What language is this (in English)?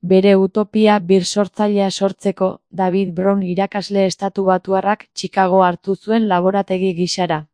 Basque